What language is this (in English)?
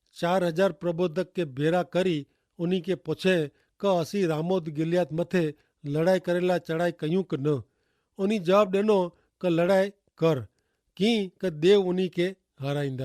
Kachhi